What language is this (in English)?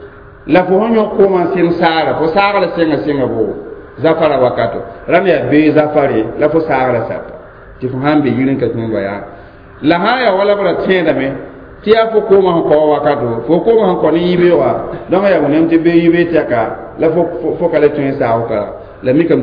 Mossi